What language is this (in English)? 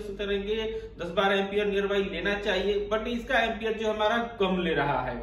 Hindi